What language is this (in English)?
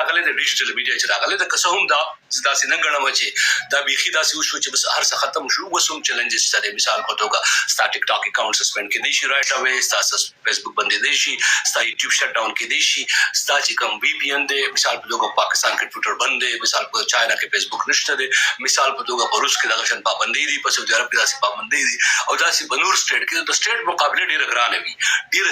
Pashto